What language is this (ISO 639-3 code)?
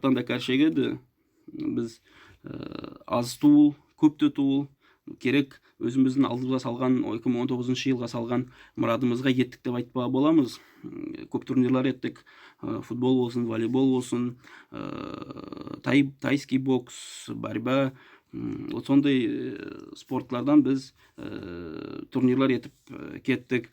nog